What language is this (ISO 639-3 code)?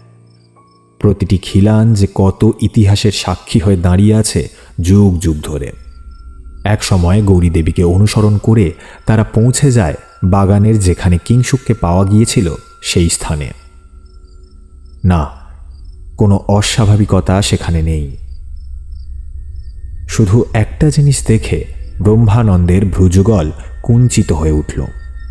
ben